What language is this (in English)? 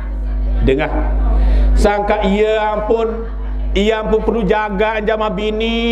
Sasak